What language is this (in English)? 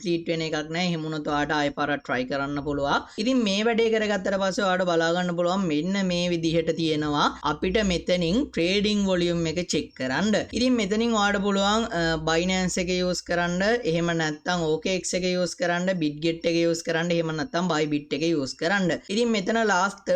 Sinhala